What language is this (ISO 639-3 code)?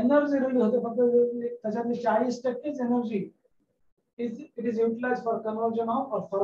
mar